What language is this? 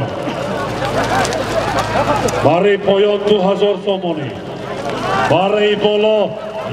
Tajik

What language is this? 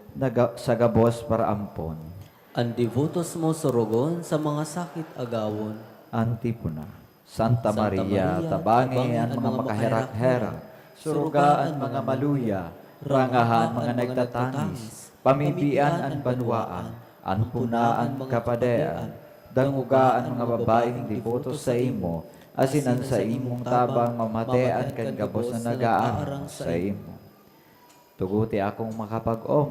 Bikol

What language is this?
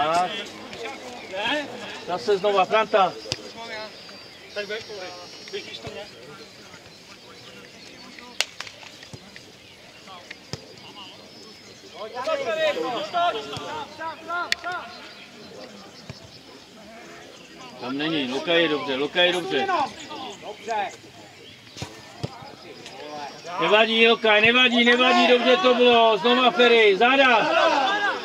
Czech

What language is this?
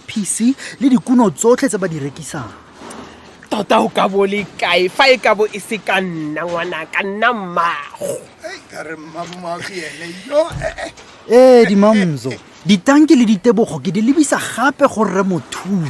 Tswana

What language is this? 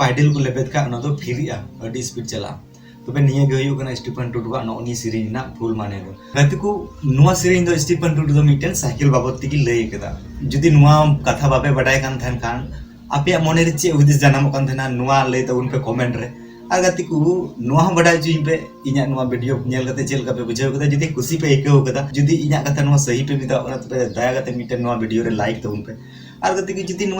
Santali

